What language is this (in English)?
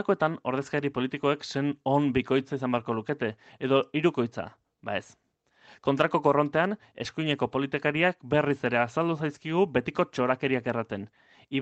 Basque